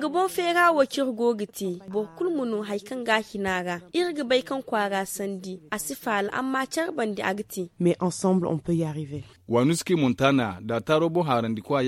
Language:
Zarma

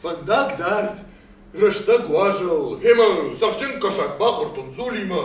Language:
Ossetic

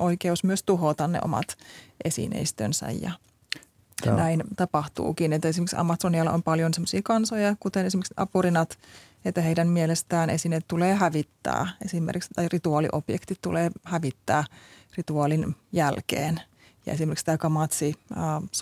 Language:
Finnish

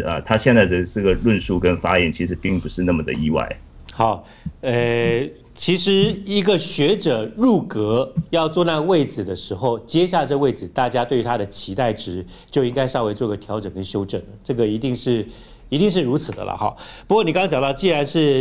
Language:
Chinese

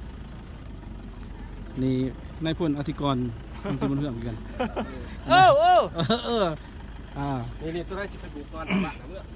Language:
Lao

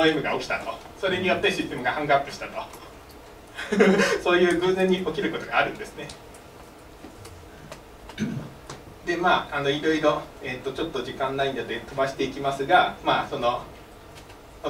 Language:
Japanese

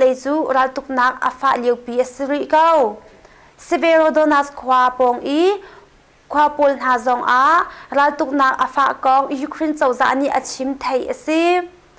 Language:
Hakha Chin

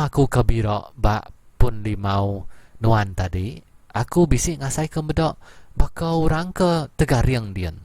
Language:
Iban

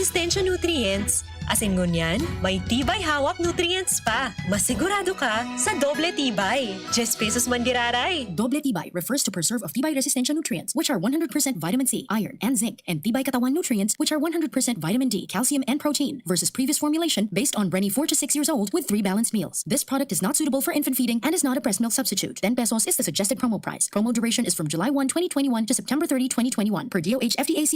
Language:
Bikol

